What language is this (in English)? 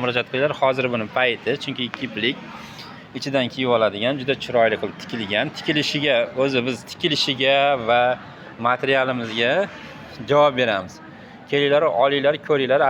Uzbek